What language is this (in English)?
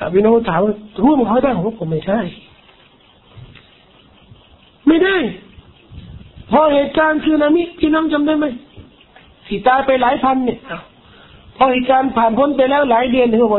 Thai